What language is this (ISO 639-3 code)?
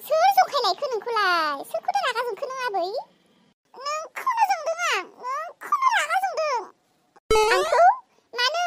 brx